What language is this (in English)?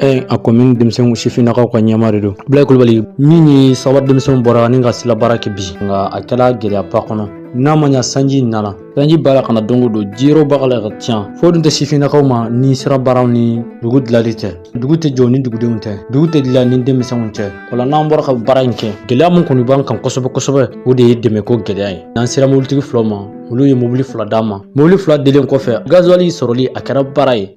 Bambara